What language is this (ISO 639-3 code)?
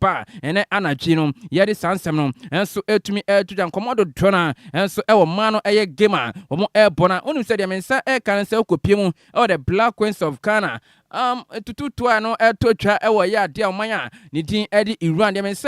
aka